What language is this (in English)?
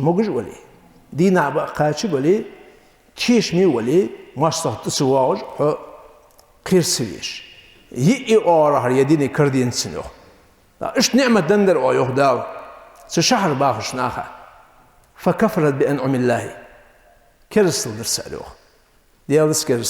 Ingush